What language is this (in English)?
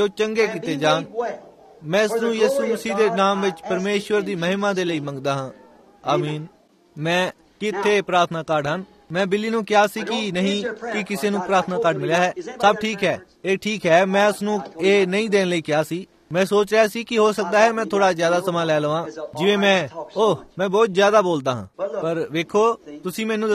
Punjabi